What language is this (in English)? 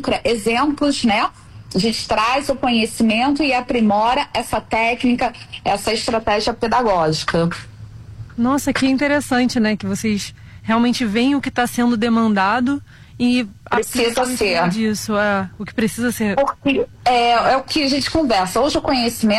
Portuguese